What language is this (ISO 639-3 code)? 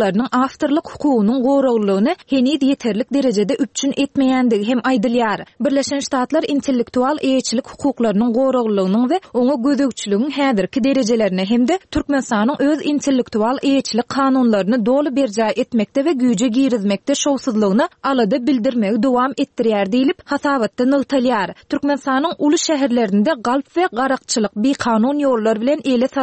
tuk